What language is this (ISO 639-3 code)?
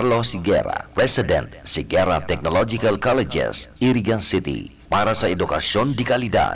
bik